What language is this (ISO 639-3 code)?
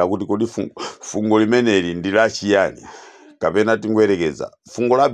nya